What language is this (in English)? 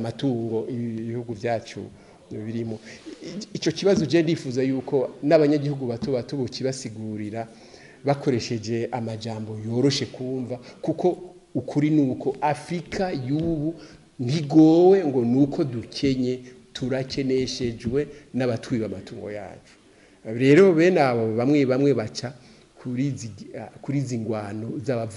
Rundi